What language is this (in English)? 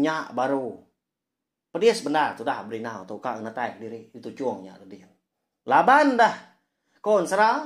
Iban